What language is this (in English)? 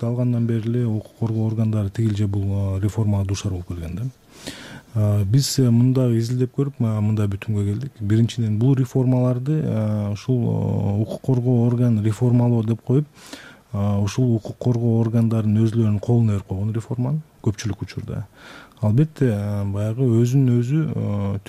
Kyrgyz